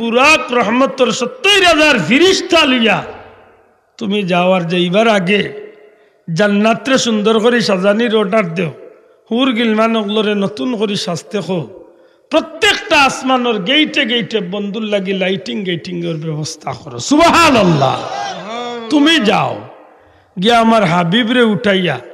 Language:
Sylheti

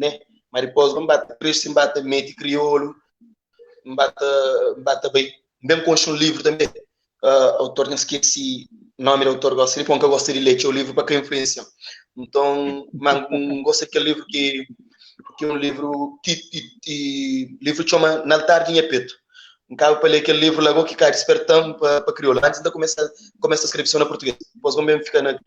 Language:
Kabuverdianu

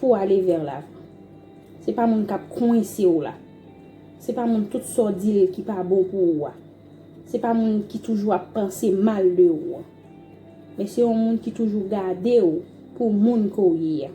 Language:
Haitian Creole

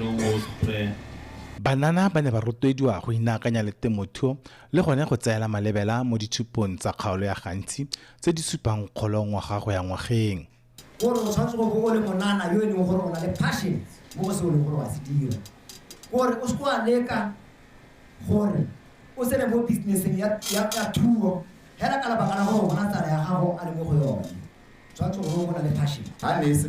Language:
Tswana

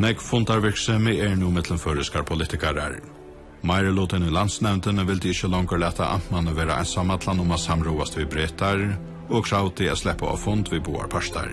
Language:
Faroese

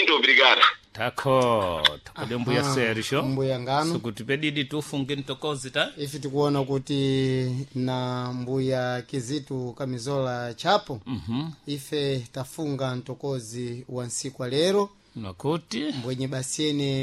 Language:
Sena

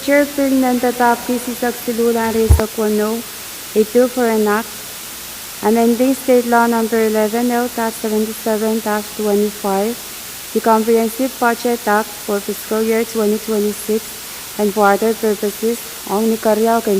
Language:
Pohnpeian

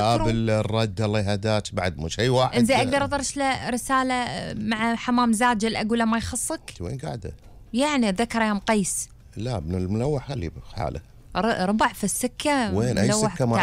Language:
Gulf Arabic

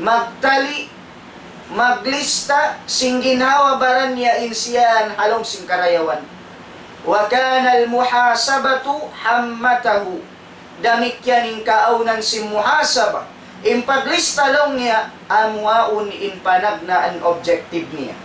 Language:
Tausug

